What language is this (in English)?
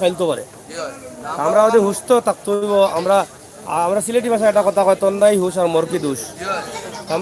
Sylheti